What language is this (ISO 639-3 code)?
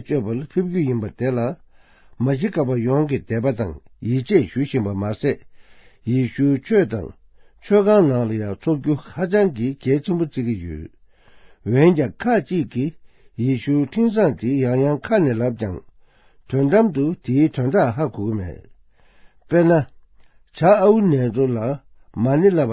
bod